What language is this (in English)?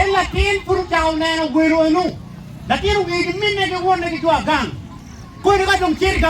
Acoli